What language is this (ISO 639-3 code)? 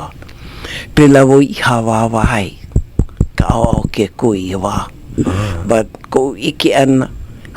haw